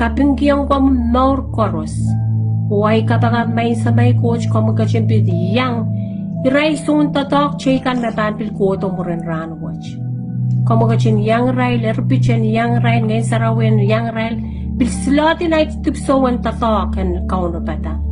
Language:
Pohnpeian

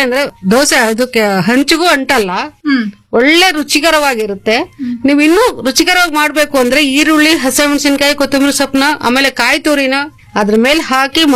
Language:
Kannada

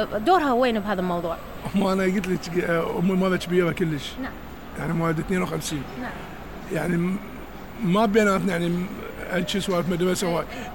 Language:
Mesopotamian Arabic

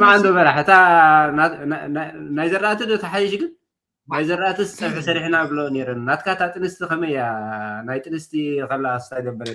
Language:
Tigrinya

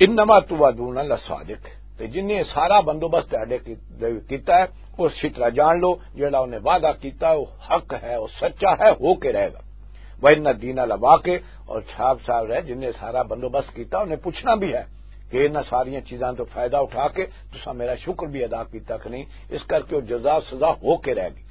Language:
Western Panjabi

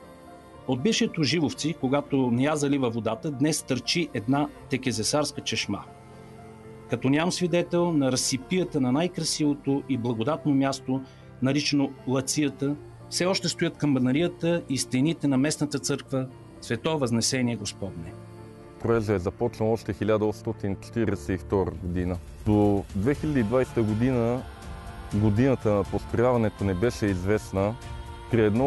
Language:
Bulgarian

